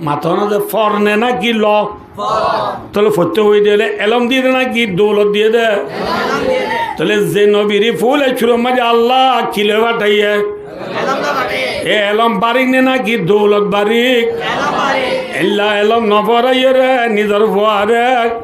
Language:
Rohingya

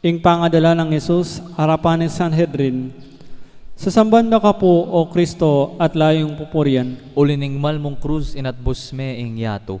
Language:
Pampanga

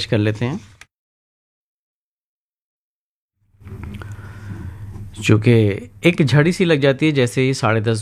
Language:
Hindi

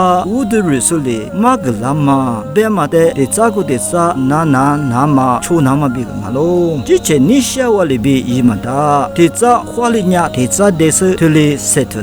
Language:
Lisu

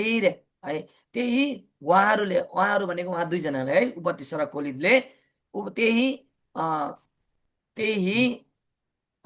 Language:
Nepali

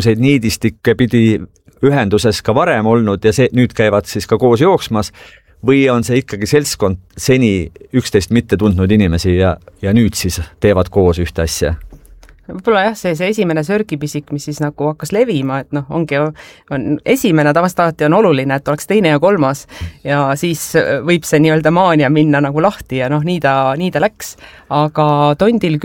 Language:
Estonian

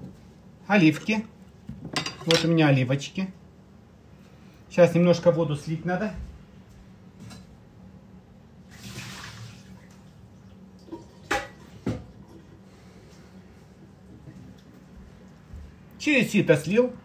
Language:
Russian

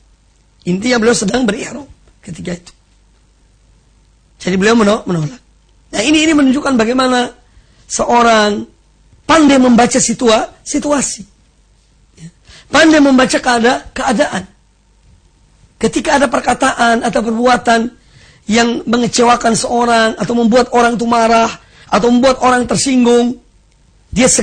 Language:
Indonesian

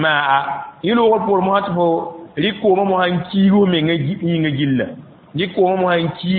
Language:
Mossi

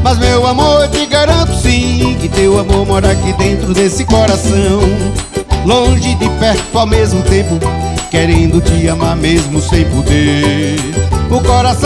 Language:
Portuguese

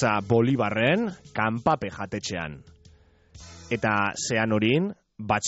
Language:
Basque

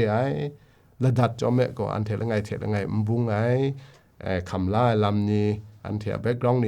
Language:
Kachin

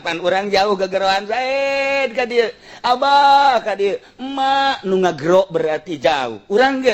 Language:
Sundanese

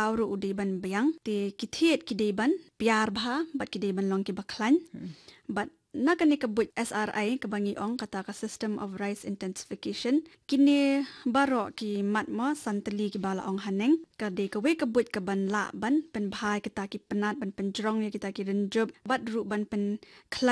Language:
Khasi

